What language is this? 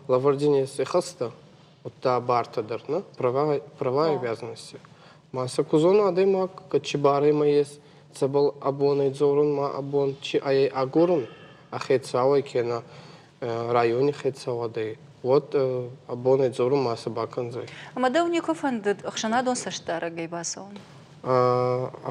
Ossetic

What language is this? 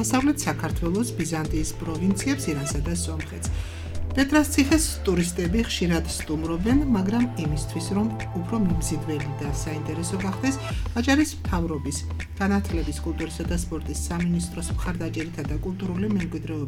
Georgian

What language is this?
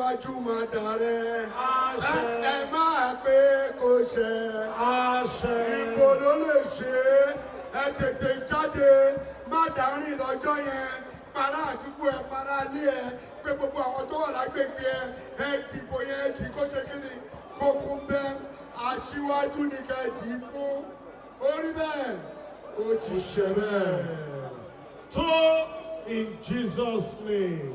Yoruba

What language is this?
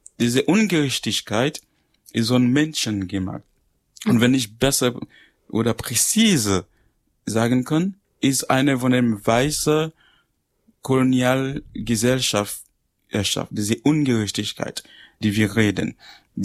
German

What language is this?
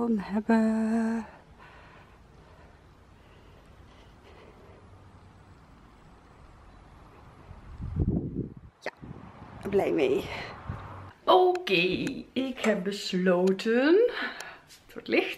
Dutch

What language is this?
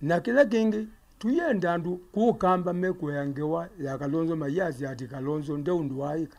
Kamba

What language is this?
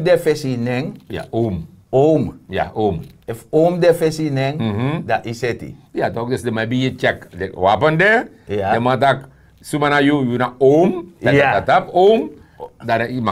Sranan Tongo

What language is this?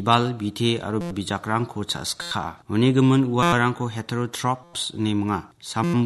Garo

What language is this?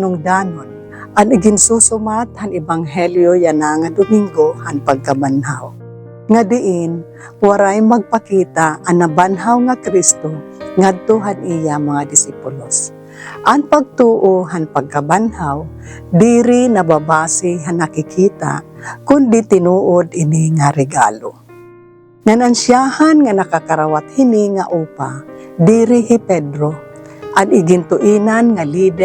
Waray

